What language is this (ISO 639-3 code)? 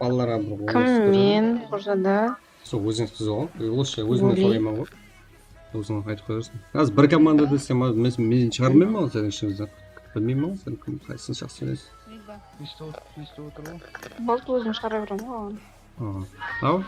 kaa